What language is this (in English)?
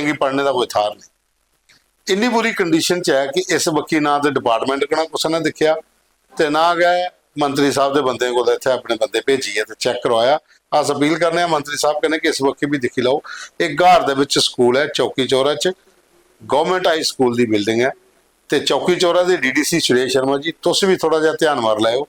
Dogri